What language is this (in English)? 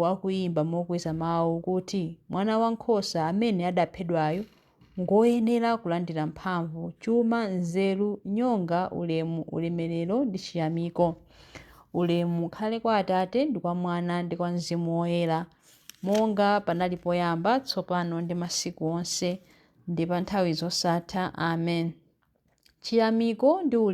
Nyanja